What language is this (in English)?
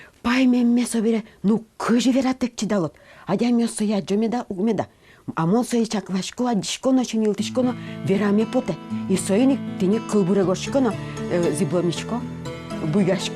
Udmurt